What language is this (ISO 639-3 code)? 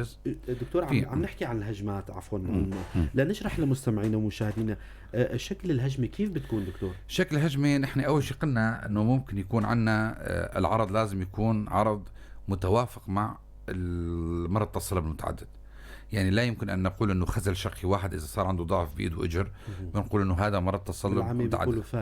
apc